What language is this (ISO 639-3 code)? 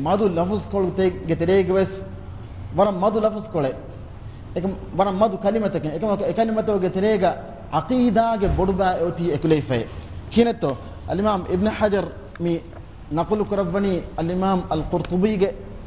div